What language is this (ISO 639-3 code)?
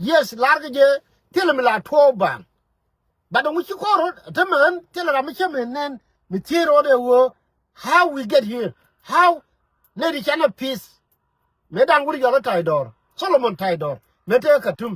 nus